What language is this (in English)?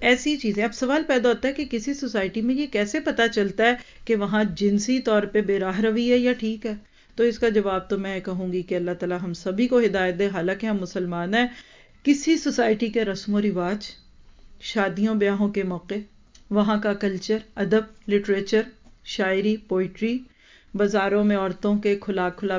Urdu